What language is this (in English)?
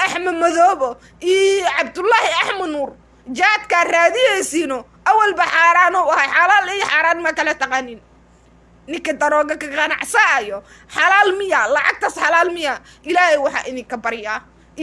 Somali